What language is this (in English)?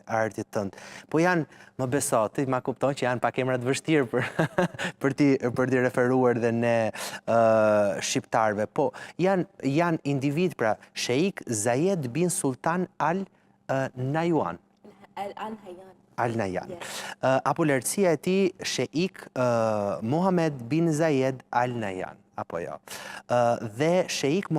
Albanian